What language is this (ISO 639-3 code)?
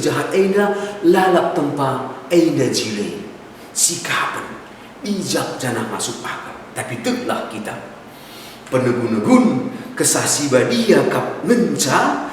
btx